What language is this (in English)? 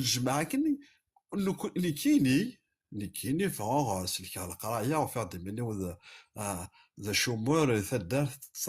Kabyle